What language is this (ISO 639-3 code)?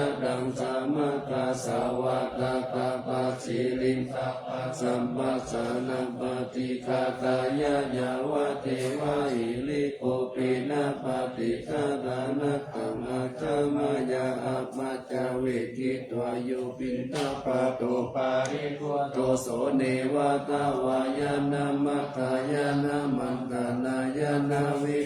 pli